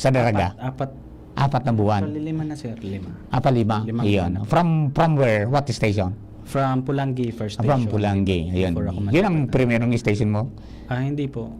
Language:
Bikol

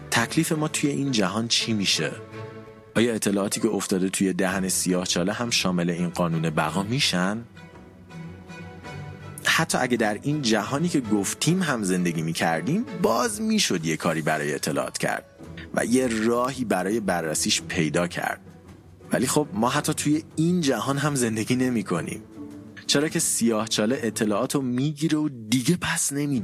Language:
Persian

